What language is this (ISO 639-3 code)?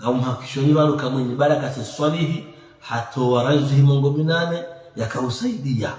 zdj